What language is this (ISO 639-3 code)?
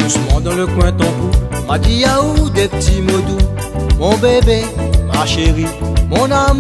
rcf